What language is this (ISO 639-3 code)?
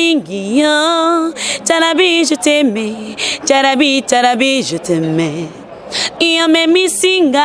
lin